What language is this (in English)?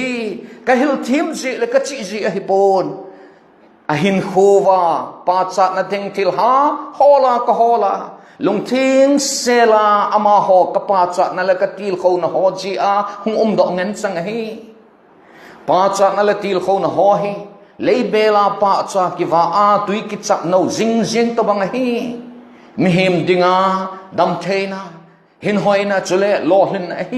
Thado Chin